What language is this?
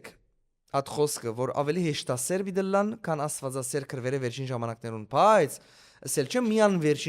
Western Armenian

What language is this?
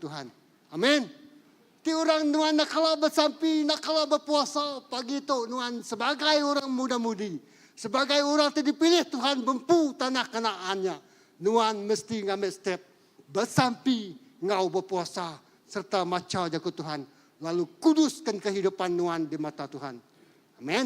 Iban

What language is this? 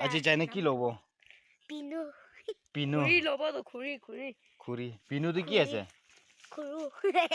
Naga Pidgin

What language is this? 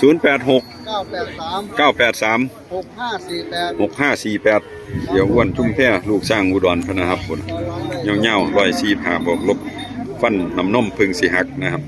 Northeastern Thai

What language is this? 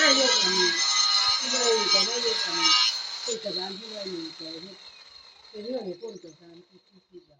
Northeastern Thai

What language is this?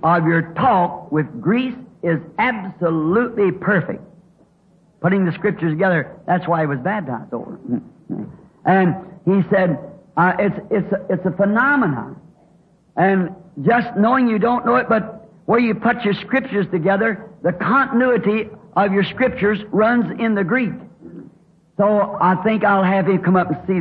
English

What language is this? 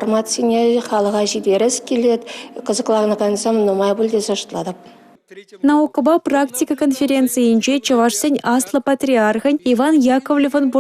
Chuvash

